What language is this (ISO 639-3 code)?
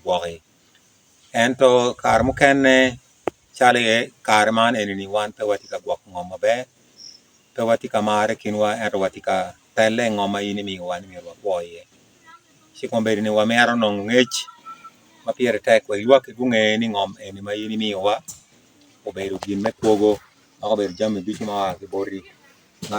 ach